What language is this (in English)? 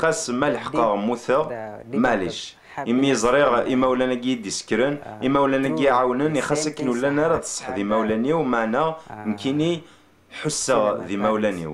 Kabyle